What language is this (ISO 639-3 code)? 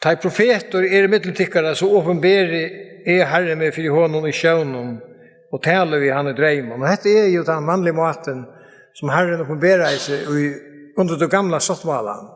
fao